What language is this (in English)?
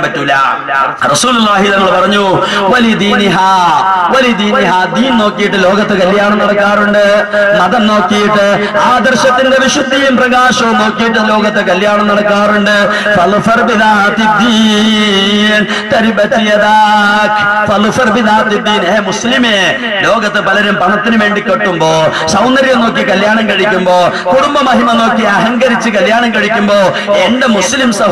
Malayalam